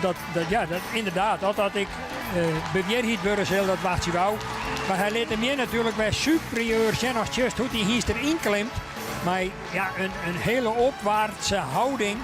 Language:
Western Frisian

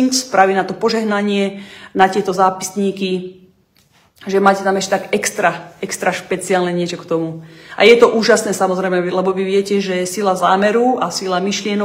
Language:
Slovak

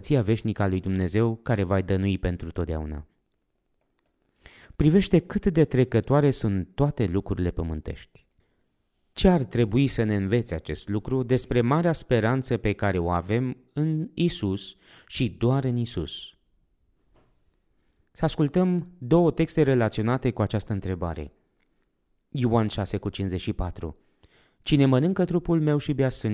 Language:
Romanian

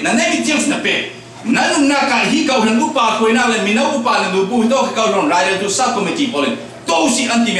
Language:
Falam Chin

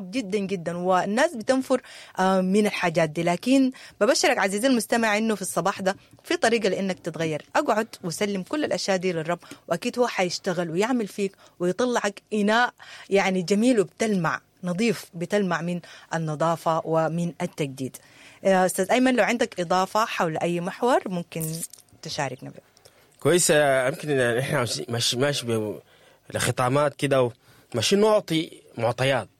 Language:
Sudanese Arabic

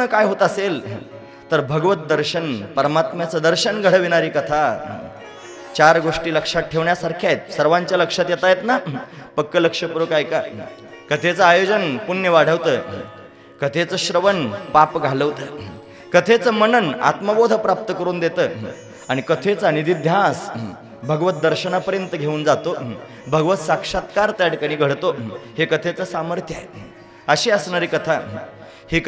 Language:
Marathi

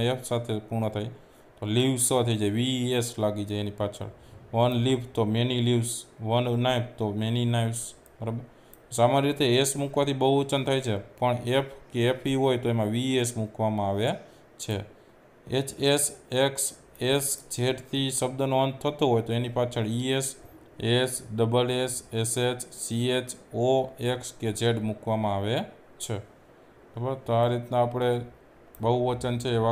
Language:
Gujarati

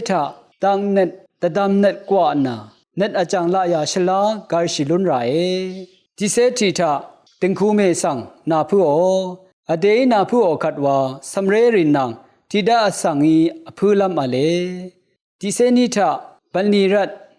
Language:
Rawang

